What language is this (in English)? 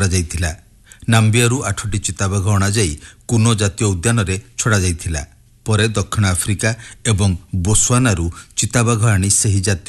Odia